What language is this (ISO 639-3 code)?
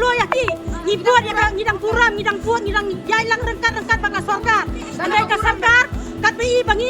kha